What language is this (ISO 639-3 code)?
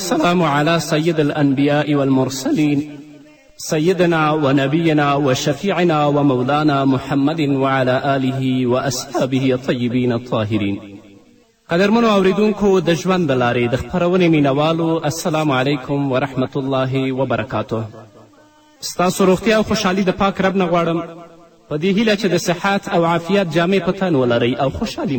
pus